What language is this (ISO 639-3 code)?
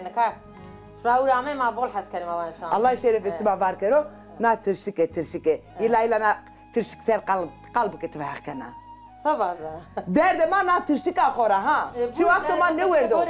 zza